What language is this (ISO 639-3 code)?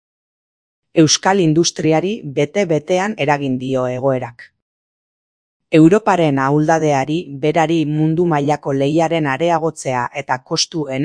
eus